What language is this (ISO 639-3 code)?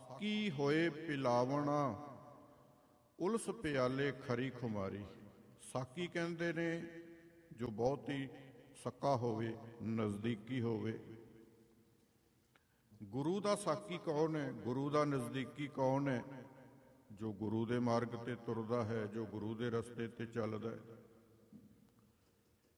pan